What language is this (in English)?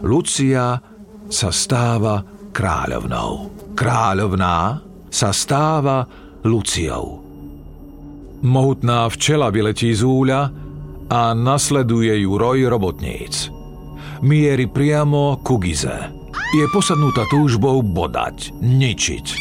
Slovak